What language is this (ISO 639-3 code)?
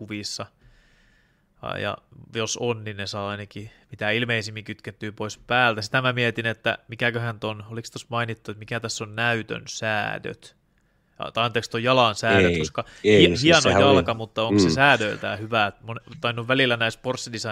fin